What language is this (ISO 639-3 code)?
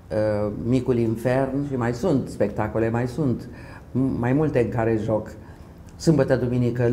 ron